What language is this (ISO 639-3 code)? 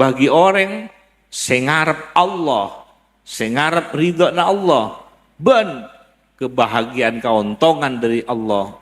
mad